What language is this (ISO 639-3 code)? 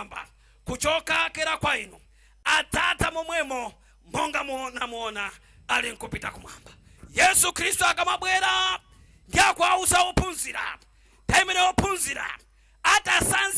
nya